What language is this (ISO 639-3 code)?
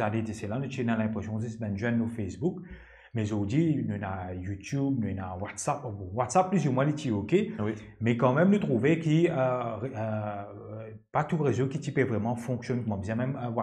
mfe